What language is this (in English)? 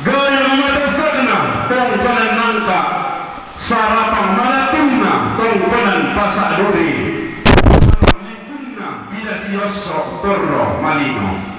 Toraja-Sa'dan